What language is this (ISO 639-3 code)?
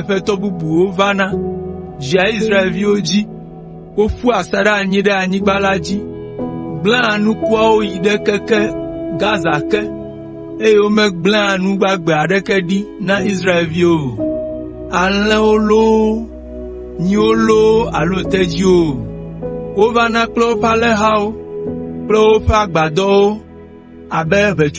ewe